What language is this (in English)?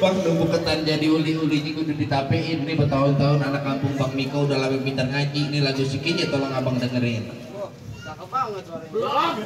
Betawi